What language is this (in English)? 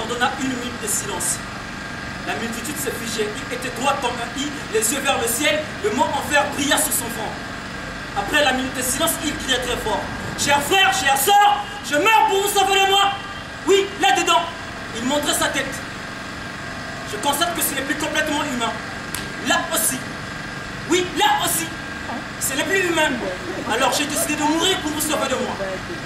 French